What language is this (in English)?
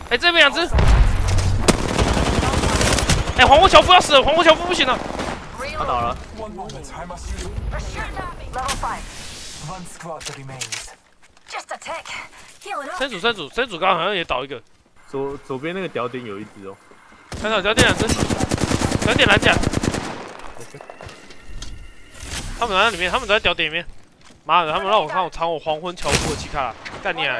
Chinese